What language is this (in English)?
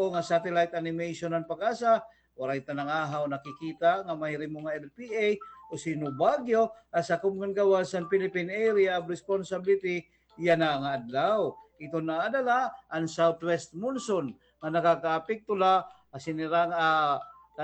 Waray